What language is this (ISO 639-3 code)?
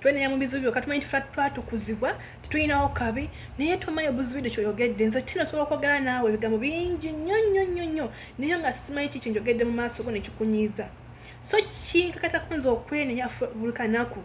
lug